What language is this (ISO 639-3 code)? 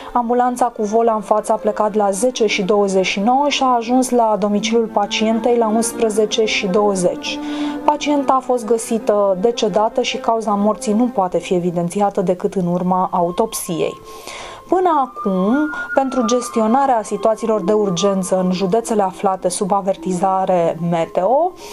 ron